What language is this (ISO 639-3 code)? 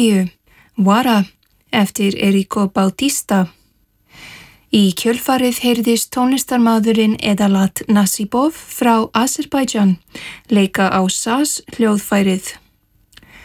isl